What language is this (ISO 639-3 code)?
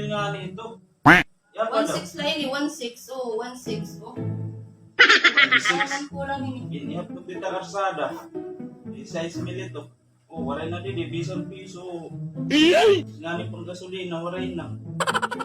war